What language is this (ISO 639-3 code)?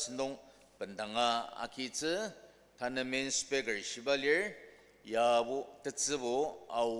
njo